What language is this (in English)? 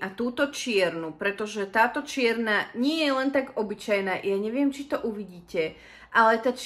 Slovak